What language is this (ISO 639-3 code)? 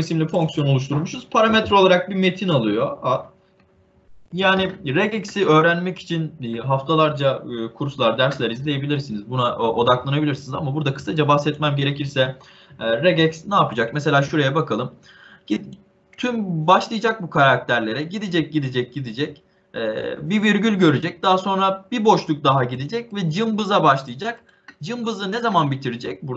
tur